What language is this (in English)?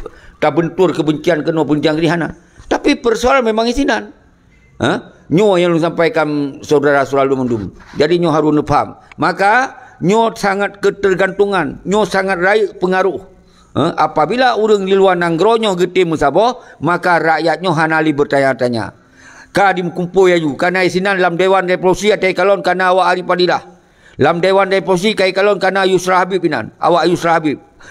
Achinese